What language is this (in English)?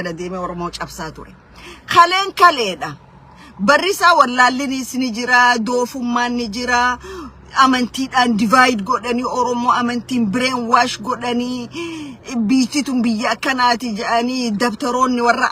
Oromo